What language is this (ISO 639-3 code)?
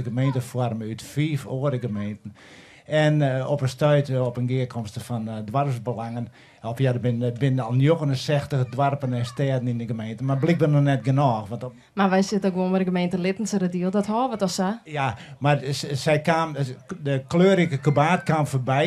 fry